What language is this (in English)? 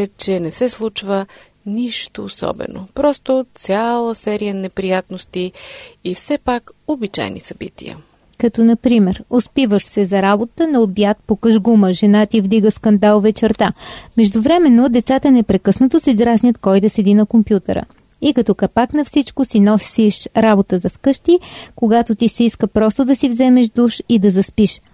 Bulgarian